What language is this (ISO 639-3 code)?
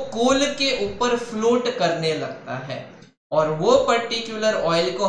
hin